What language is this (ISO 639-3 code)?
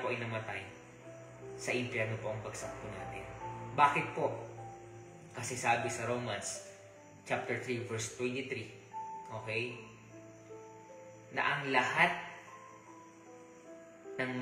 fil